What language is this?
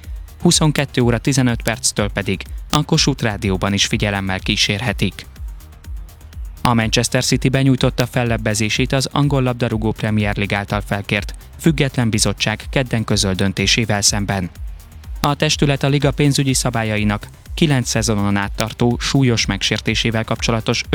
Hungarian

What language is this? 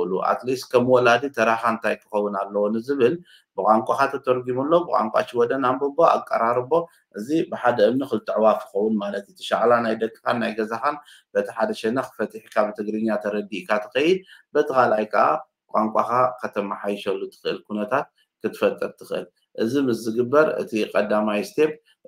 Tigrinya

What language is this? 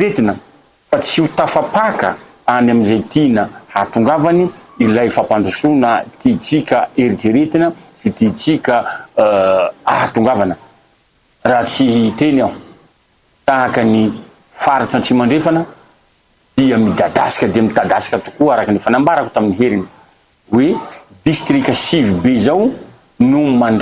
Malagasy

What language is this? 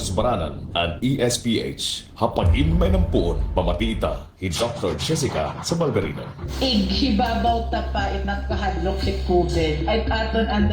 Waray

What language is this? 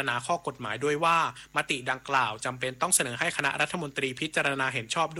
Thai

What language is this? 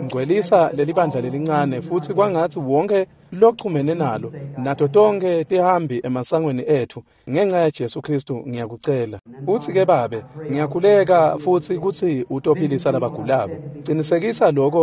Swati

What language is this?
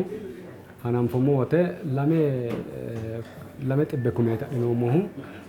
Sidamo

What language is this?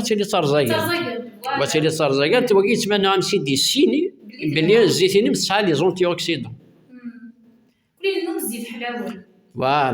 Kabyle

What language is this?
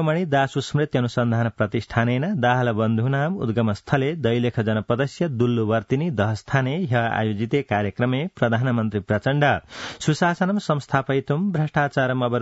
Sanskrit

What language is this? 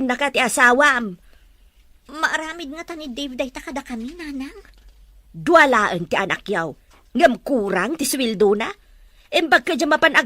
Iloko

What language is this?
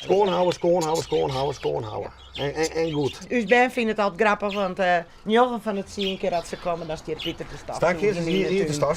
Western Frisian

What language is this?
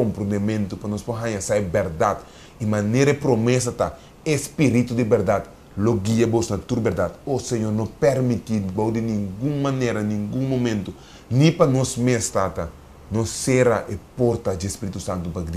Papiamento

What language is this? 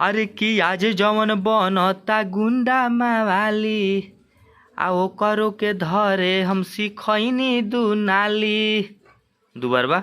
Bhojpuri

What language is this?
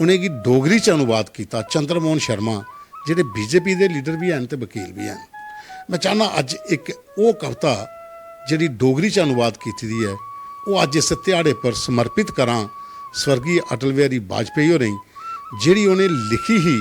Dogri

